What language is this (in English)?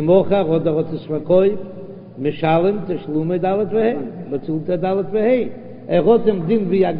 Yiddish